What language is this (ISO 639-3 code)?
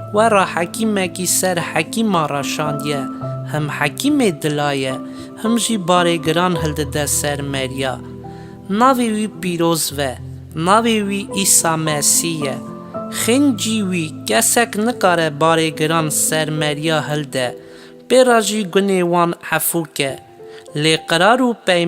kur